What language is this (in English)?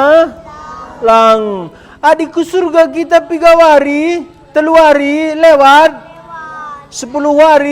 Batak Karo